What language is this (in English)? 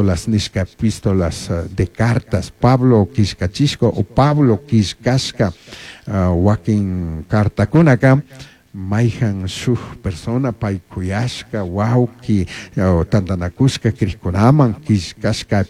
Chimborazo Highland Quichua